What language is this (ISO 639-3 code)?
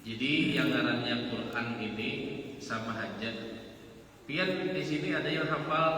bjn